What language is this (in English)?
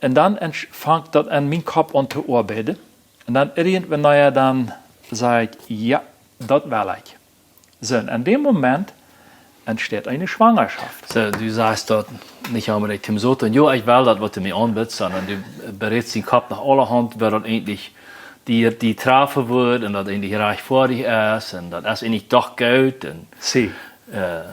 Plautdietsch